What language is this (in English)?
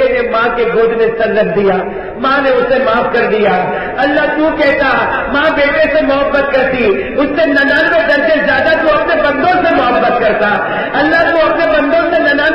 Urdu